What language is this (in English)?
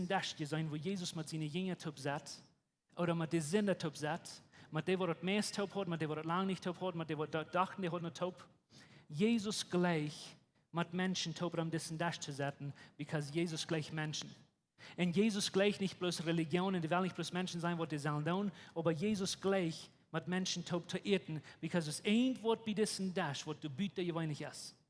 Plautdietsch